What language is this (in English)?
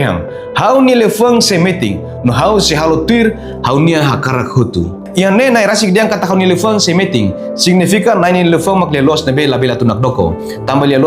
Tetum